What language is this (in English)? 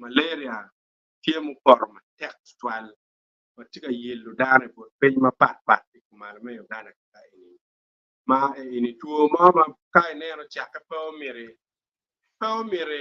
Acoli